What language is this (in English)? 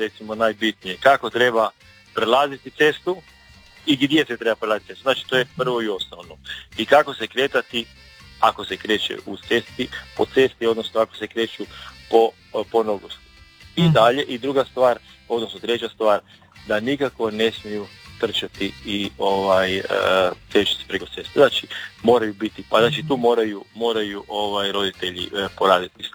Croatian